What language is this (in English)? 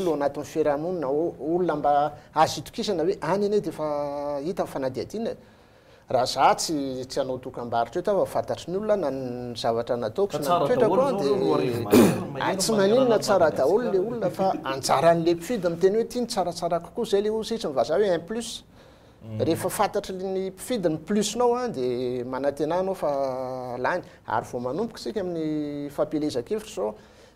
Malagasy